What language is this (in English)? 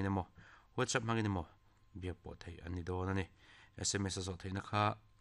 Mizo